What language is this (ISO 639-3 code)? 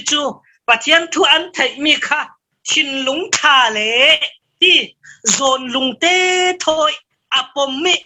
cfm